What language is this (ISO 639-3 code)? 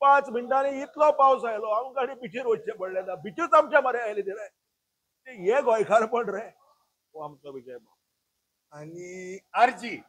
kok